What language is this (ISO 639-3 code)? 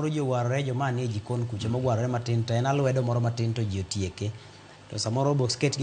luo